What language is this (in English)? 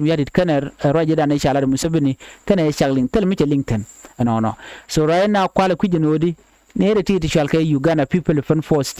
Nuer